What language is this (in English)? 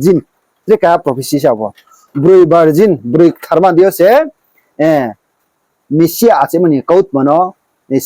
Riang (India)